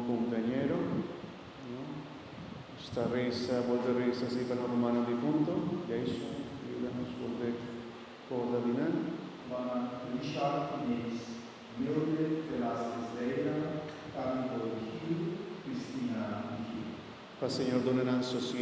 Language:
Papiamento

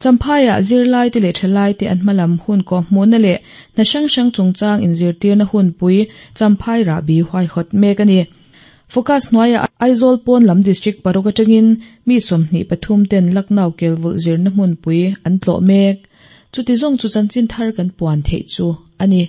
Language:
Mizo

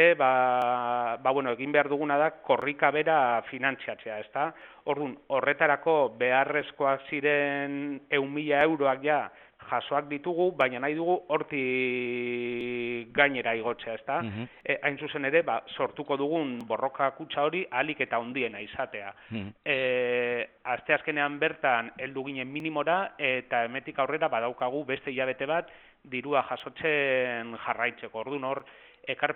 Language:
Basque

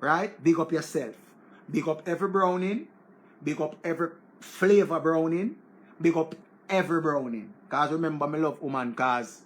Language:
Jamaican Creole English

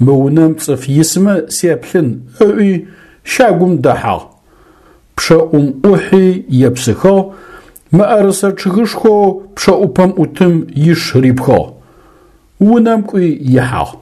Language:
Adyghe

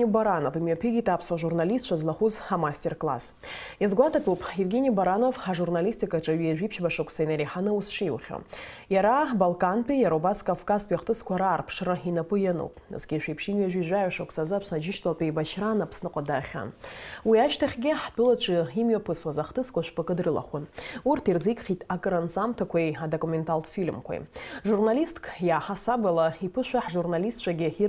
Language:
Abkhazian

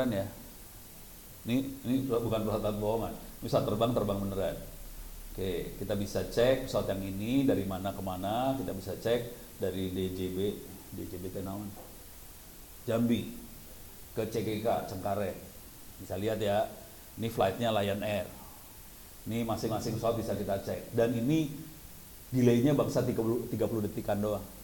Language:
Indonesian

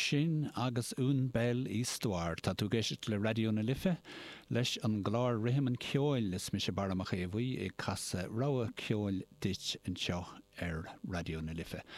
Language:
Irish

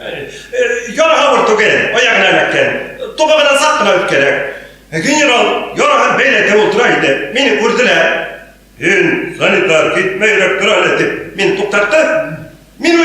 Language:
Bashkir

